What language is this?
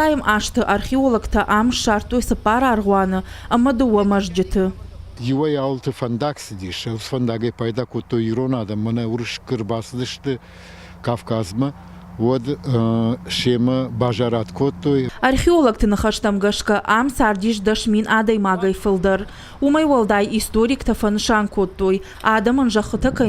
Ossetic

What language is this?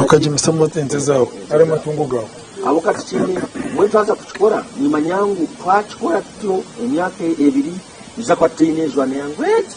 Nyankole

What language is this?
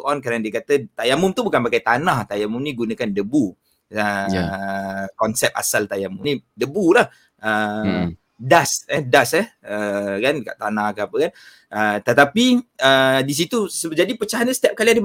Malay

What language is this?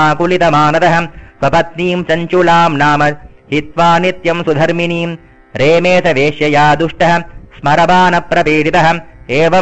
Sanskrit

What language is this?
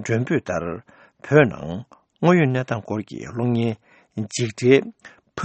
Tibetan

